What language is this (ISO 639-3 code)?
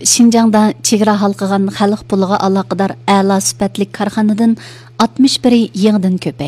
uig